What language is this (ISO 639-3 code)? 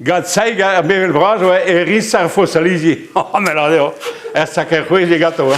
bre